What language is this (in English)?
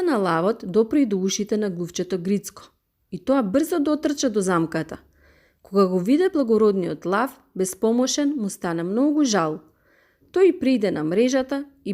Macedonian